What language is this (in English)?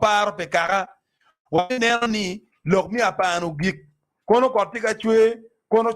Acoli